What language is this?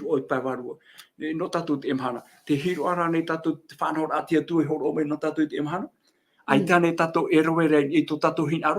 Tahitian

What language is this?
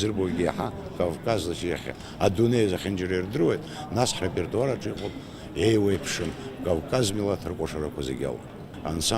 Abkhazian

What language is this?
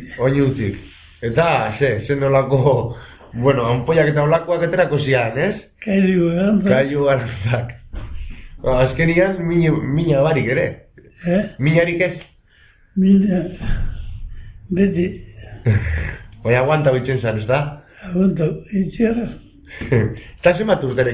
Basque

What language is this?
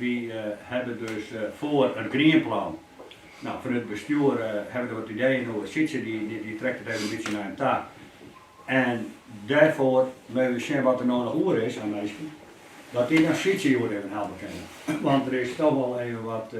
Western Frisian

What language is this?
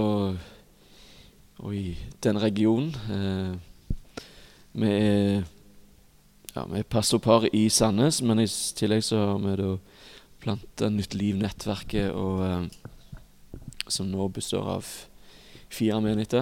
Norwegian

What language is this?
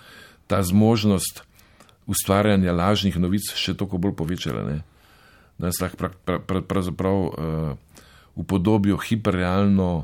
Slovenian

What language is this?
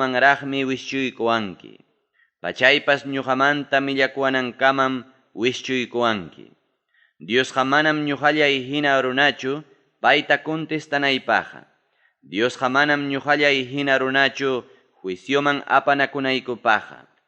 Ayacucho Quechua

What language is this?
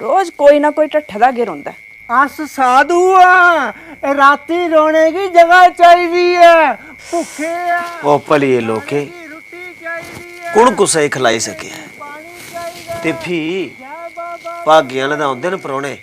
Dogri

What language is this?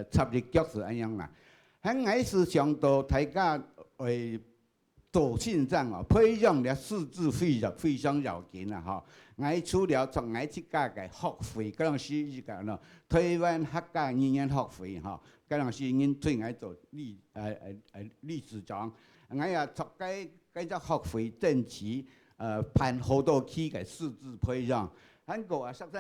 Hakka Chinese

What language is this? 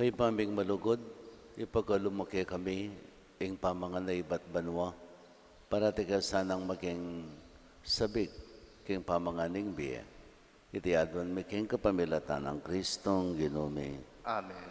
Pampanga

